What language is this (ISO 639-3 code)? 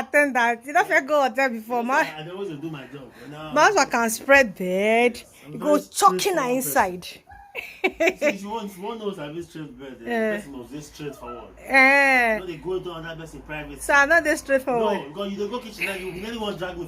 pcm